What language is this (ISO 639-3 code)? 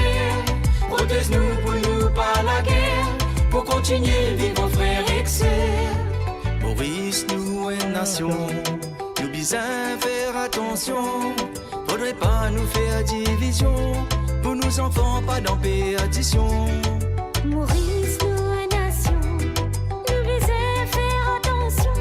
mfe